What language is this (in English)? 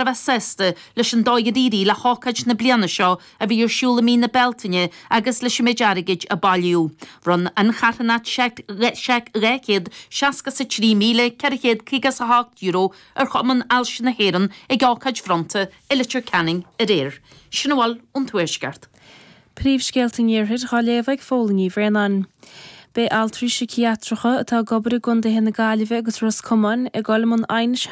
Irish